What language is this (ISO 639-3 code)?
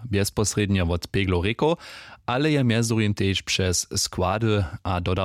hsb